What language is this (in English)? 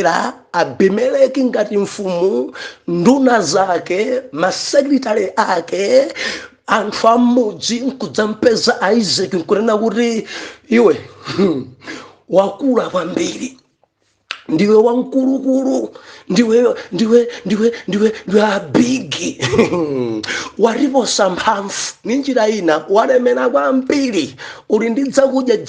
Nyanja